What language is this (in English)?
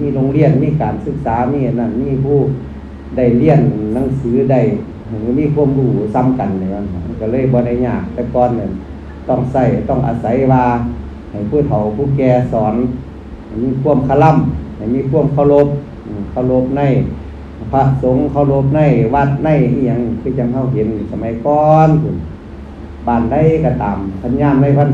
Northeastern Thai